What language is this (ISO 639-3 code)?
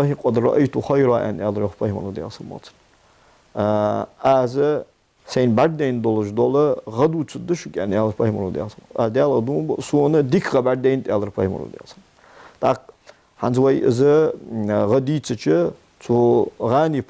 inh